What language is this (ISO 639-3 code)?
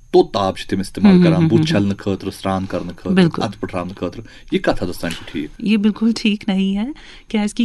kas